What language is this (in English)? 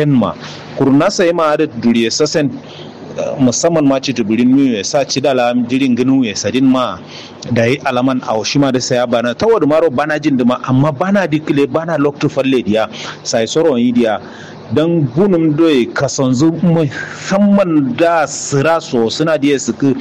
Kanuri